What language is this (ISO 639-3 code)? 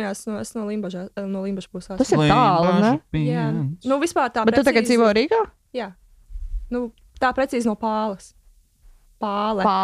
lav